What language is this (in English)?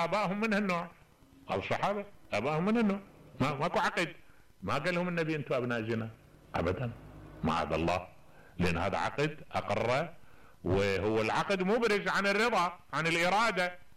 Mesopotamian Arabic